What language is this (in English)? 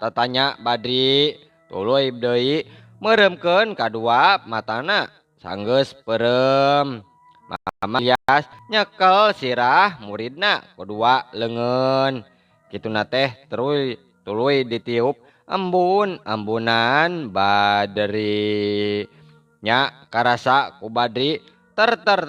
Sundanese